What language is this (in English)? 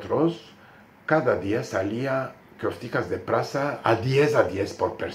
Ladino